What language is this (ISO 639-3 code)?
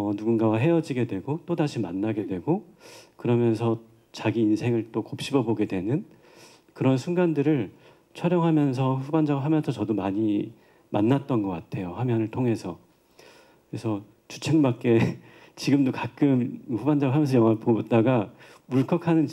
kor